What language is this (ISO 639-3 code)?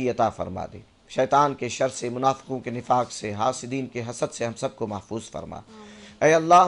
urd